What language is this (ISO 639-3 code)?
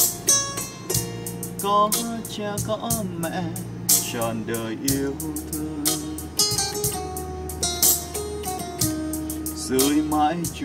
vie